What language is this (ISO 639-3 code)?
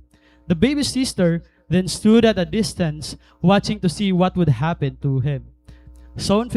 war